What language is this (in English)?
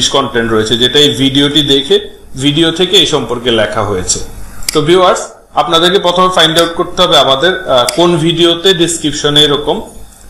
Bangla